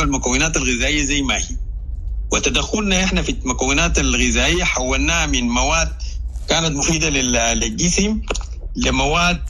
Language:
Sudanese Arabic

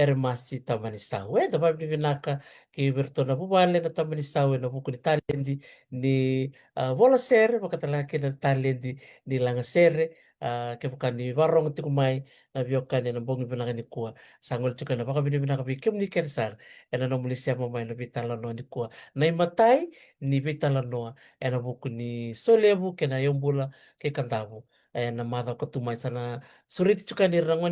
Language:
Fijian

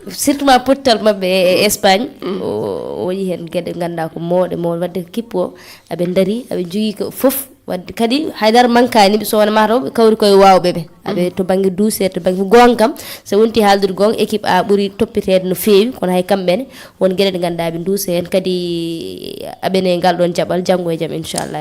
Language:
Fula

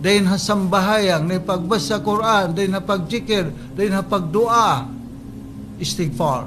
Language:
Tausug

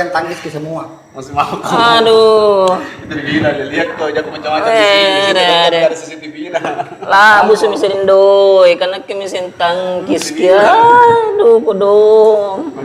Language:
Makassar Malay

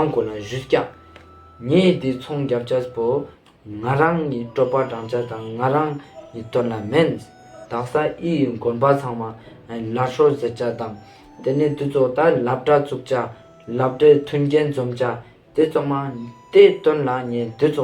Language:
Ladakhi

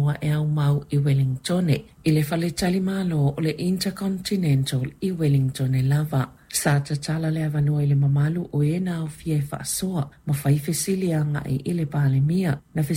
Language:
Samoan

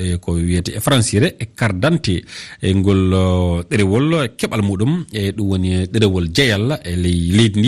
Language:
Fula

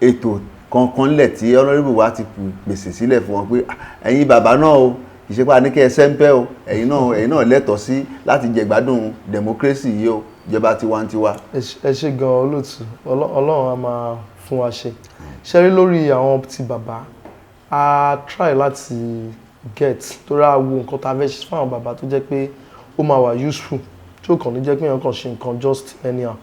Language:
Yoruba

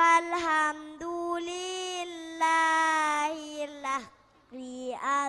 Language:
Madurese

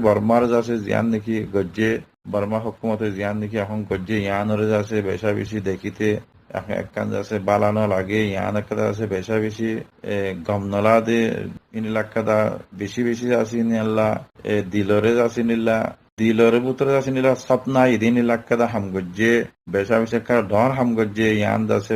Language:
Rohingya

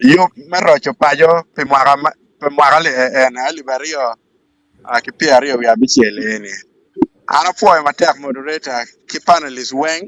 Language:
Acoli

